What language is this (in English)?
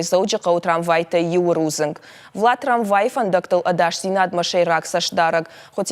Ossetic